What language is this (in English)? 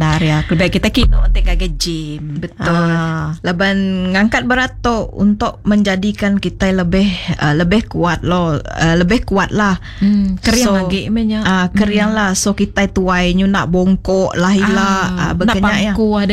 Iban